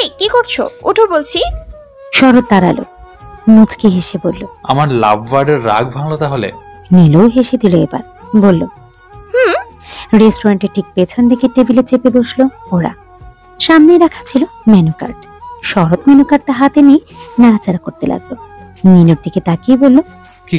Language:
Bangla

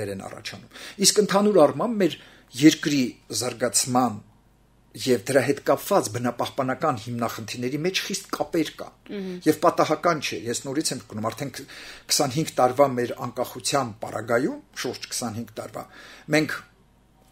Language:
Armenian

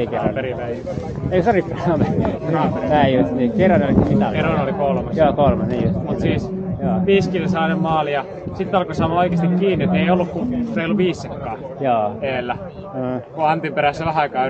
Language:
Finnish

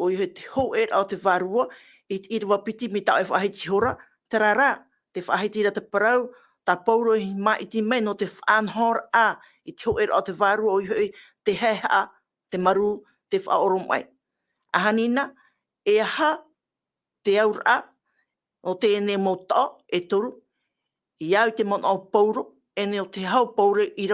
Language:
Tahitian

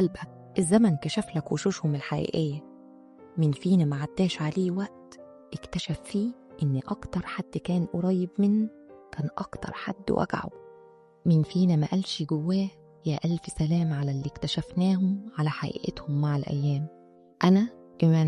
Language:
Egyptian Arabic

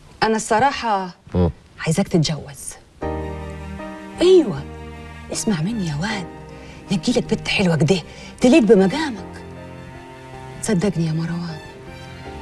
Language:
Egyptian Arabic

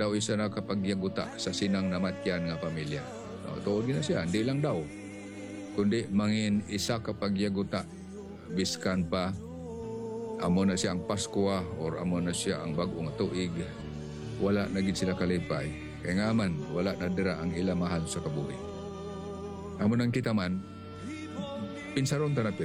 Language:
Hiligaynon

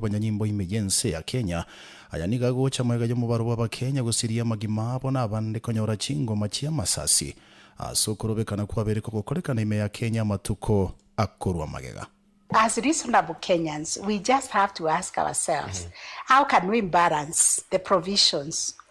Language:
Gusii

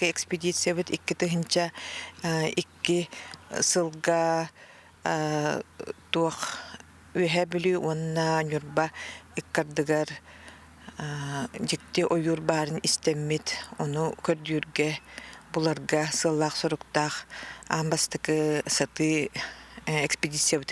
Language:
Yakut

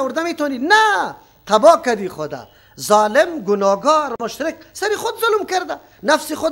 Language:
Persian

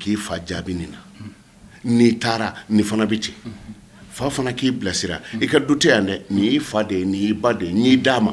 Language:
Bambara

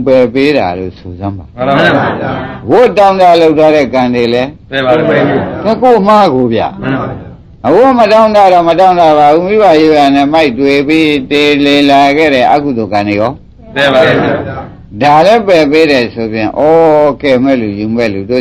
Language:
Burmese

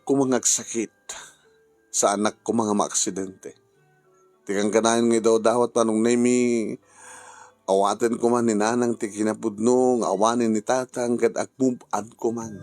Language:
Iloko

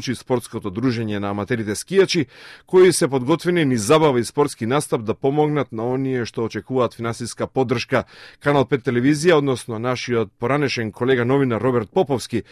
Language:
Macedonian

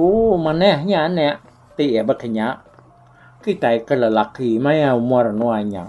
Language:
Iban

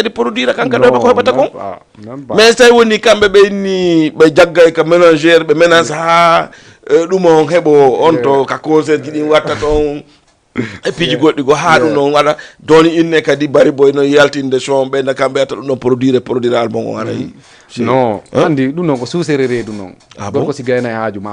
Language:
Fula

